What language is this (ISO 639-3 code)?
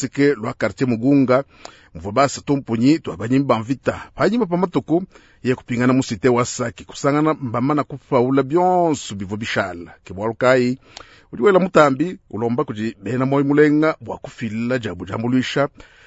lua